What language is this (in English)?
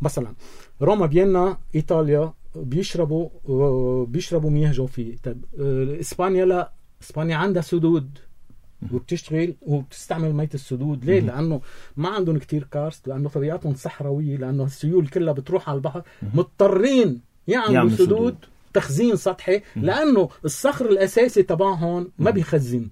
North Levantine Arabic